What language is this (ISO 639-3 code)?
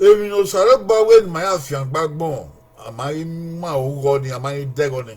bin